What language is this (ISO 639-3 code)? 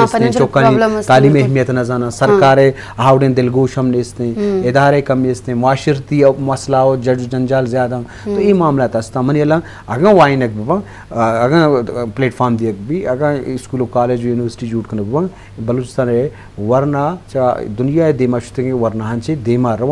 bal